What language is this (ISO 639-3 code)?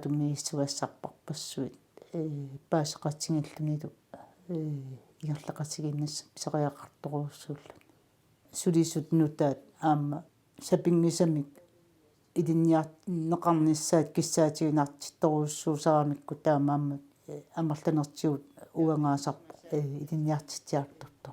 kal